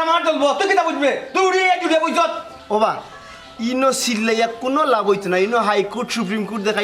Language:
Sylheti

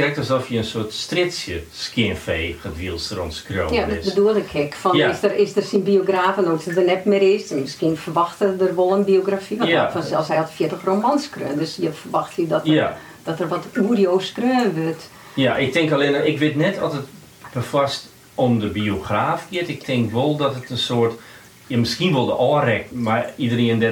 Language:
Western Frisian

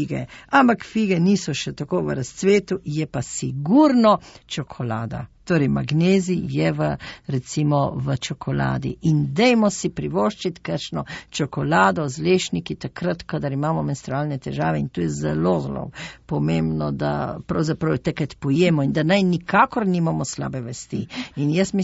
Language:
Slovenian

